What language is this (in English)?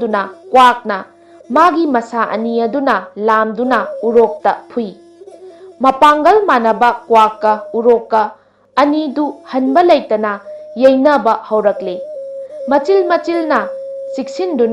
Manipuri